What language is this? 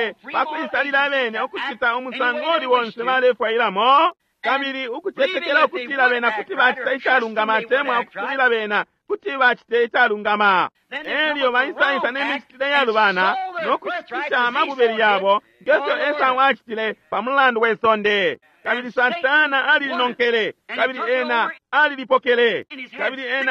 Bemba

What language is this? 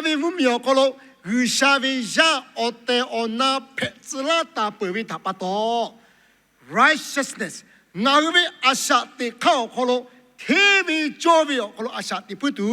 Lahu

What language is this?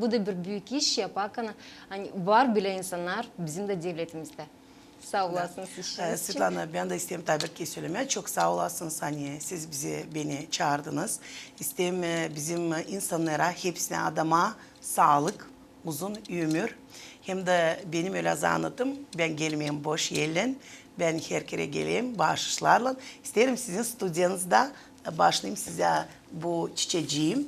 Gagauz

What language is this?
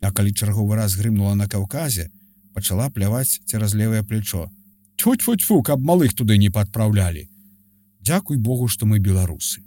Belarusian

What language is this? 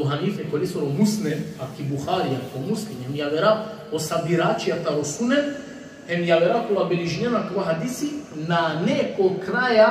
Balkan Romani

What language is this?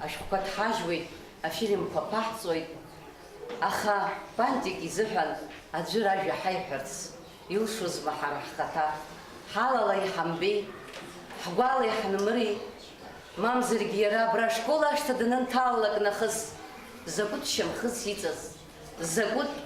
Abkhazian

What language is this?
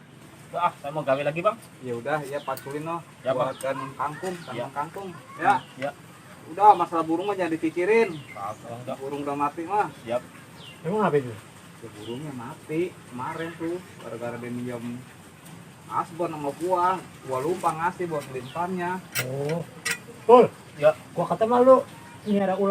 Betawi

